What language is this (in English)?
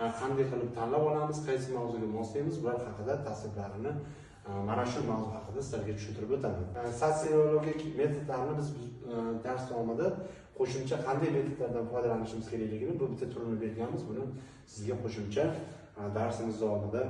Uzbek